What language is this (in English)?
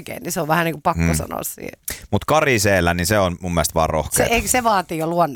Finnish